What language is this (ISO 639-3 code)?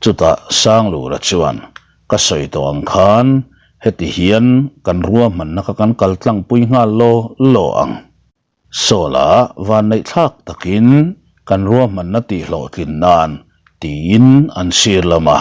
lus